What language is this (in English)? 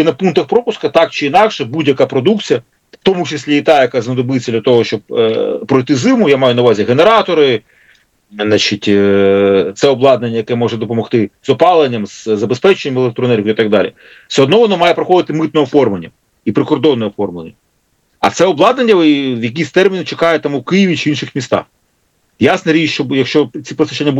Ukrainian